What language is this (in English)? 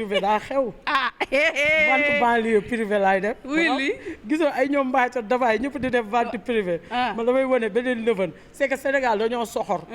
Wolof